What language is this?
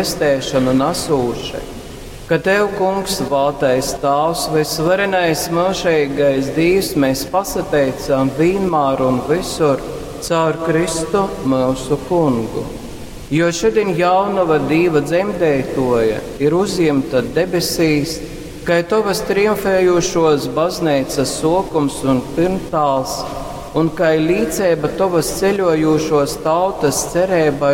Latgalian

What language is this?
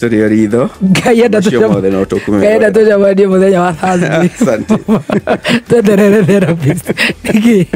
Kikuyu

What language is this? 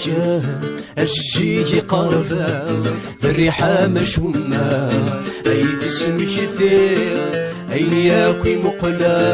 Kabyle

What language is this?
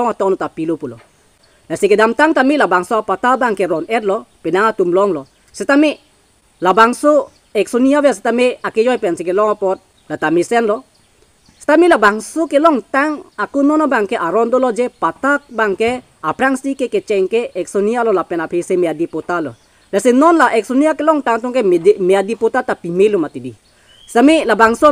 Karbi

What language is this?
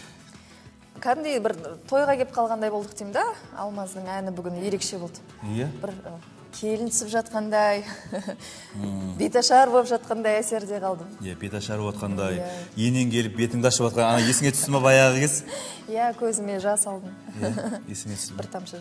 Kazakh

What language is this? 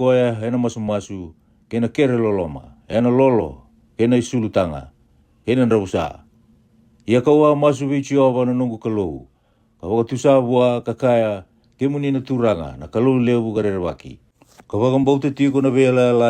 Fijian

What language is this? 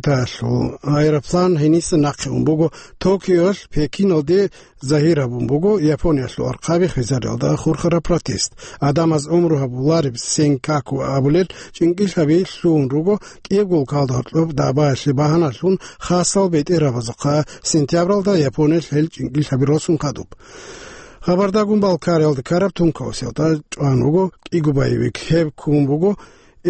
Avaric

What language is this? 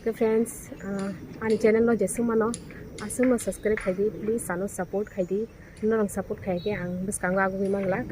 Kok Borok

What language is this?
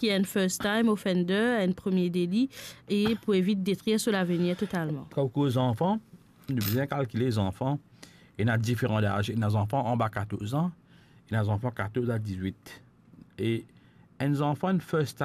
Morisyen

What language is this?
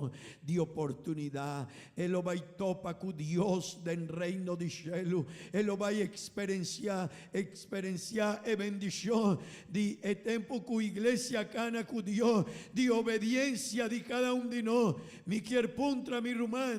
Papiamento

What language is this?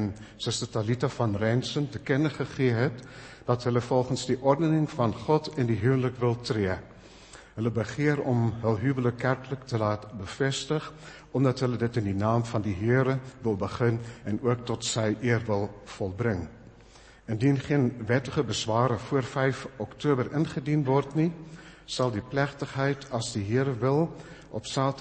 Afrikaans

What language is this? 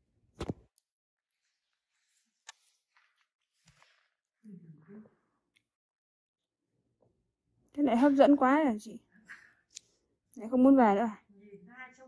Vietnamese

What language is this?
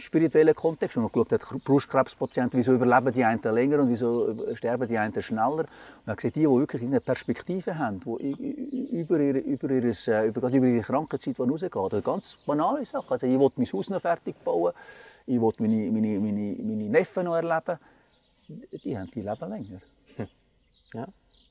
Swiss German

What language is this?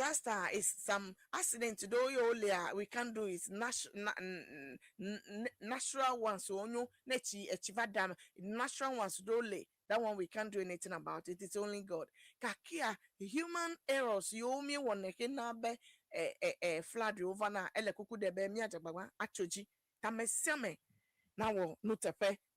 Ewe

